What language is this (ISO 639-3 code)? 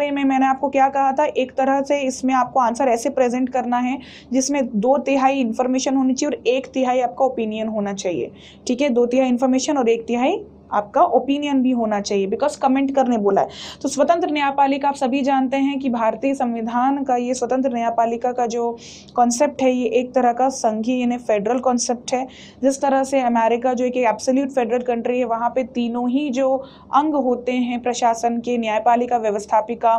hin